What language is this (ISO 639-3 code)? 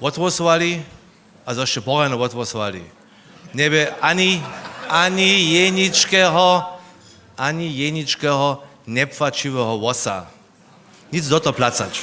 hsb